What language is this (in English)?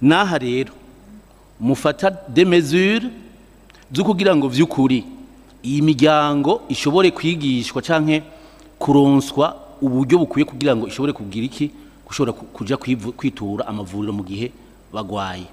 Rundi